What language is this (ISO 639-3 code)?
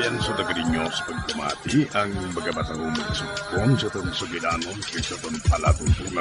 hil